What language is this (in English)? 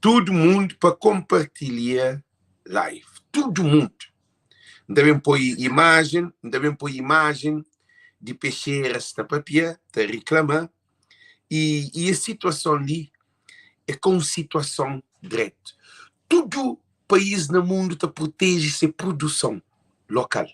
Kabuverdianu